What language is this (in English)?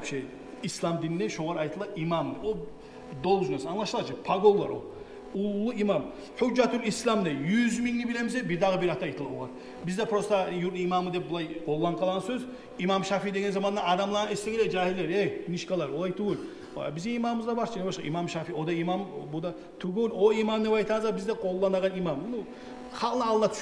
Kumyk